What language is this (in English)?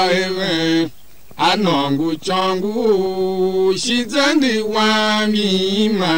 Tiv